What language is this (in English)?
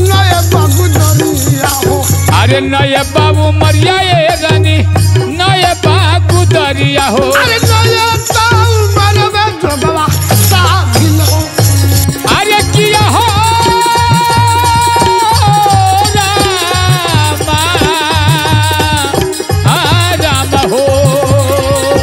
Bhojpuri